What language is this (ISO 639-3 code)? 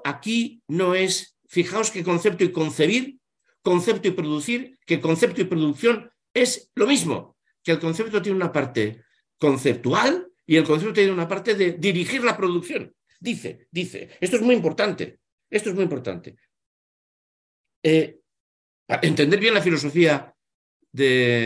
spa